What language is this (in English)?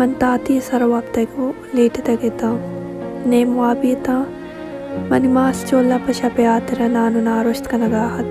Baluchi